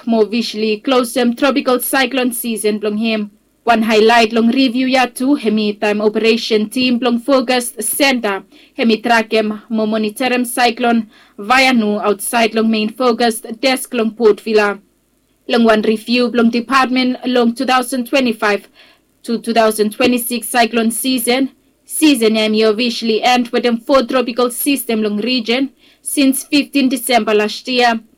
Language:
Bislama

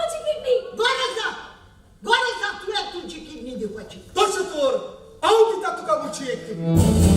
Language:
Konkani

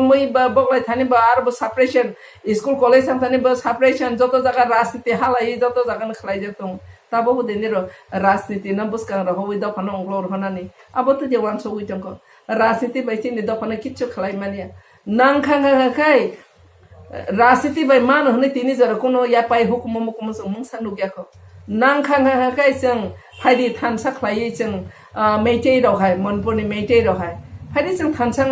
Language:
Kok Borok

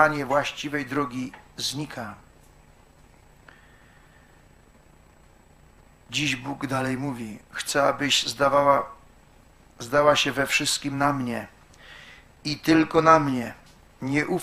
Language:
Polish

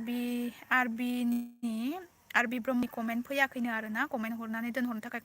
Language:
Bodo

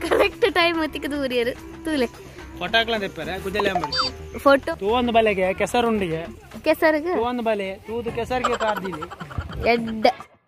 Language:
Tulu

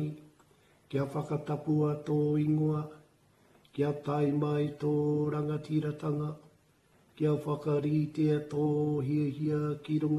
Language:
Māori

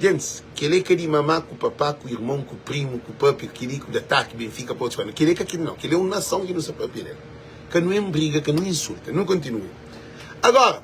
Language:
Kabuverdianu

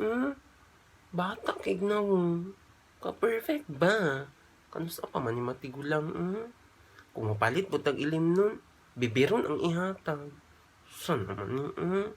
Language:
Cebuano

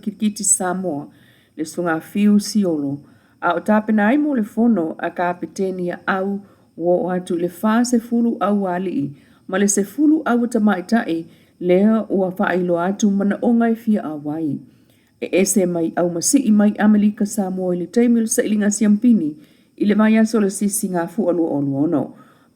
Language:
Samoan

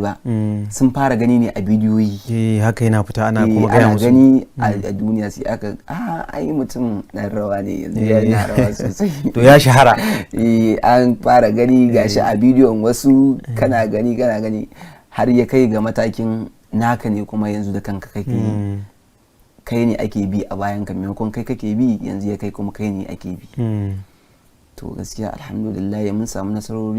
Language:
Hausa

